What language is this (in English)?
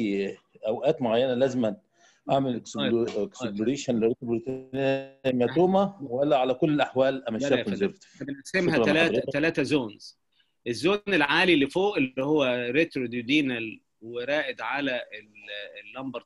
Egyptian Arabic